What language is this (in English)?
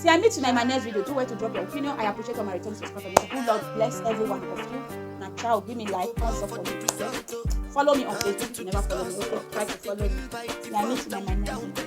Nigerian Pidgin